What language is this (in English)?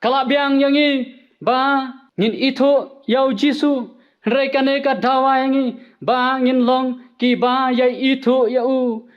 Khasi